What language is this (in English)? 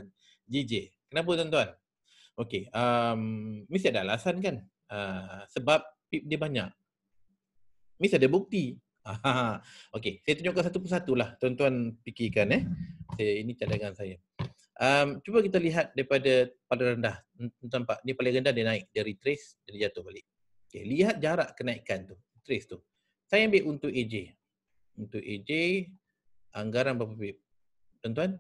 Malay